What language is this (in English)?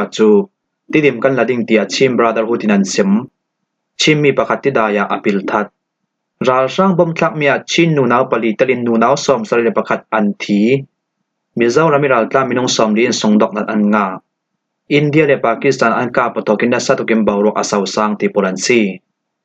Falam Chin